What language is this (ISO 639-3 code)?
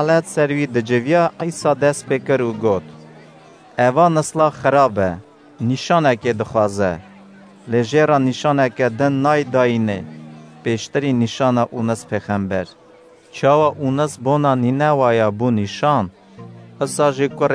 kur